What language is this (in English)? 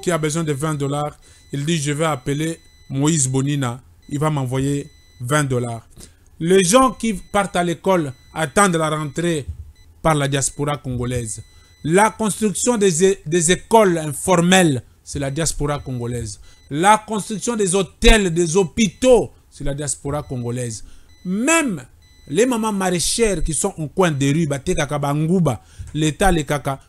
French